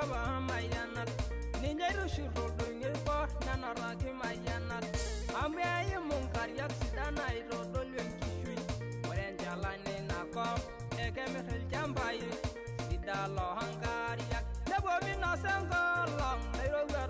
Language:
Masai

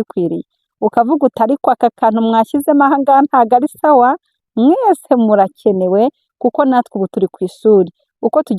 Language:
Kinyarwanda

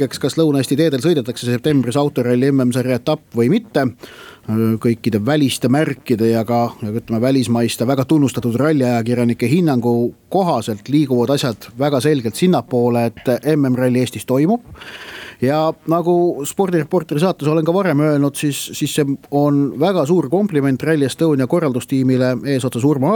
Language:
Estonian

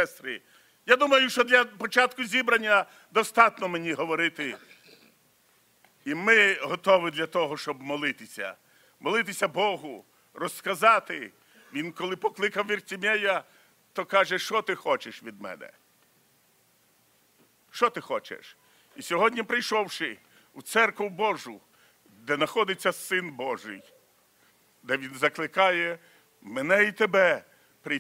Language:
Ukrainian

